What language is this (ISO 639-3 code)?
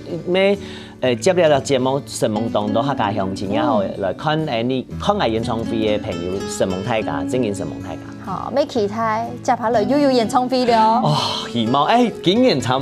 hak